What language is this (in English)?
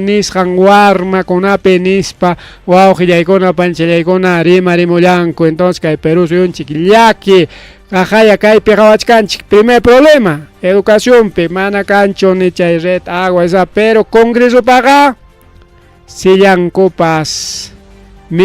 Ayacucho Quechua